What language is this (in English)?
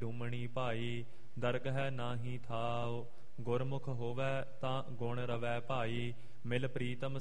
Punjabi